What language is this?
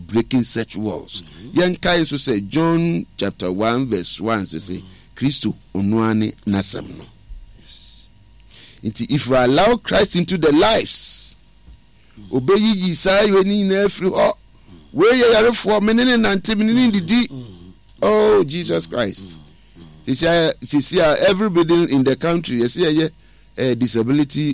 Akan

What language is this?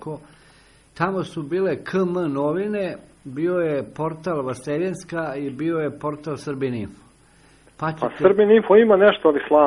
Serbian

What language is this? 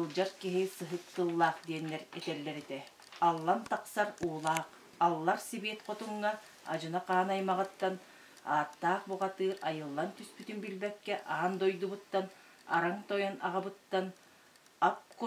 Yakut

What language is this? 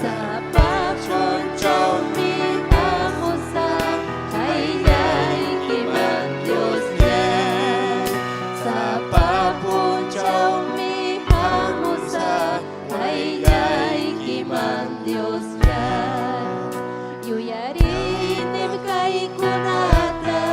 Ayacucho Quechua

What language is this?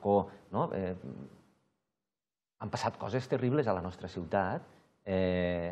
Catalan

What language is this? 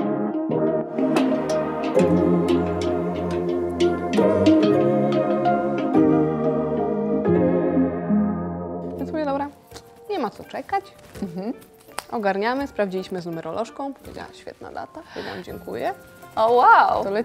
Polish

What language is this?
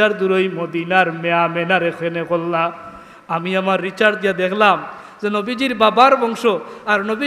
Sylheti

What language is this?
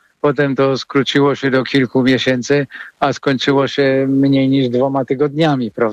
Polish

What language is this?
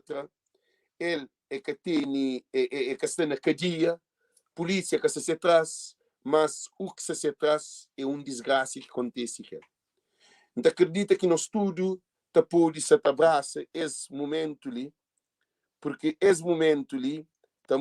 Kabuverdianu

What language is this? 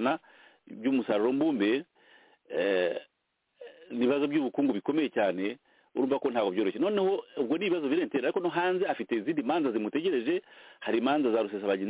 Kinyarwanda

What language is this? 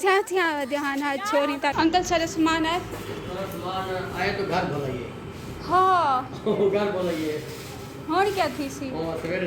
Saraiki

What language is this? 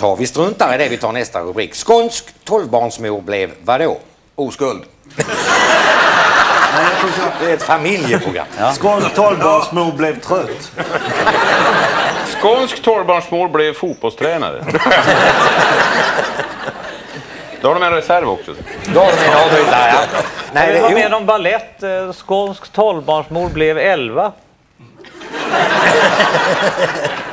Swedish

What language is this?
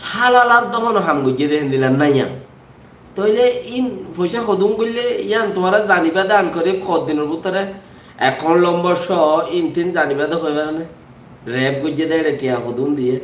Rohingya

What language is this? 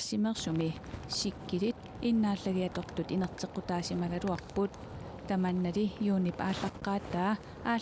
Kalaallisut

